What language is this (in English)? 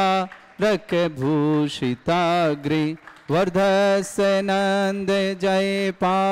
Hindi